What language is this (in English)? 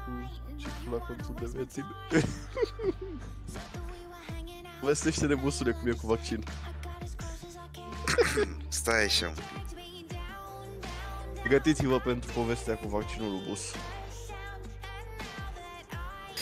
Romanian